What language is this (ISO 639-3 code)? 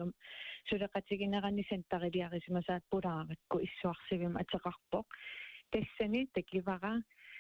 kal